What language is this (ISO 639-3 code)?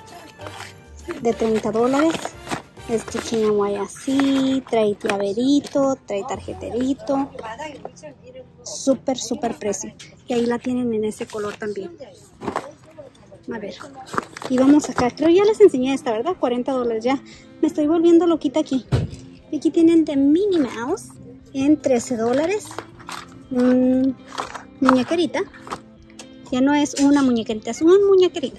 spa